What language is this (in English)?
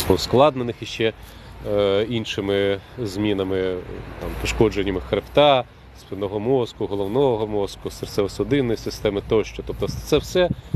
Ukrainian